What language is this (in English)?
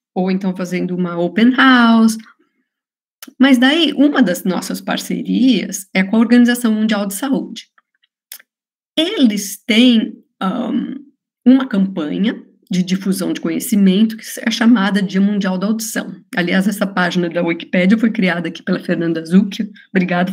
Portuguese